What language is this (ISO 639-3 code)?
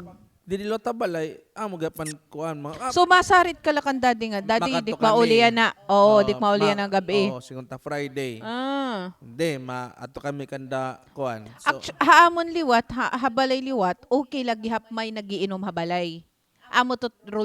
war